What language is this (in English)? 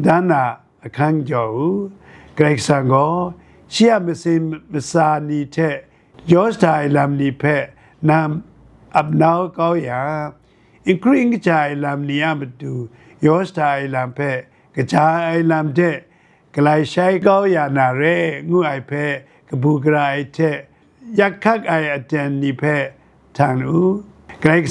Kachin